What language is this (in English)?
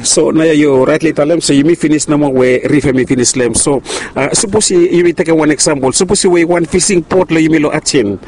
Bislama